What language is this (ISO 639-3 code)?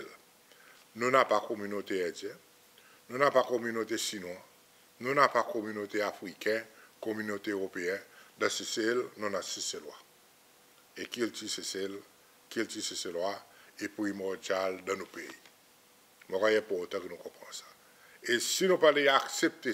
crs